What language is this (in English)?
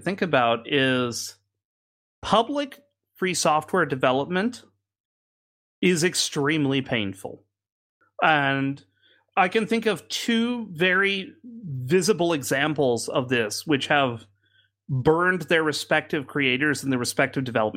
English